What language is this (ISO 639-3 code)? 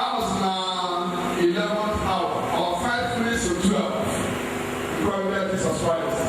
ibo